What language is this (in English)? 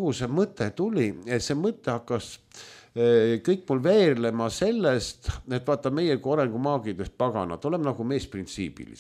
Estonian